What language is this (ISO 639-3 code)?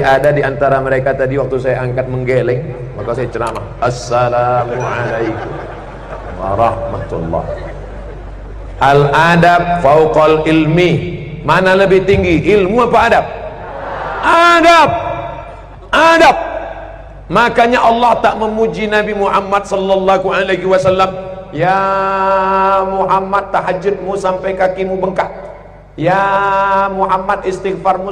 ind